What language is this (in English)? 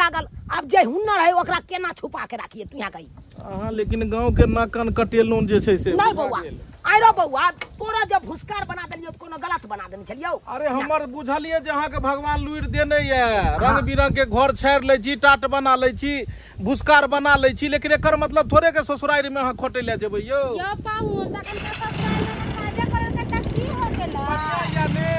Maithili